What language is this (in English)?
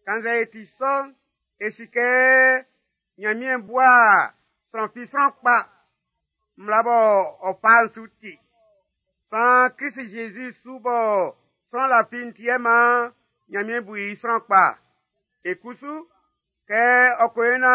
Baoulé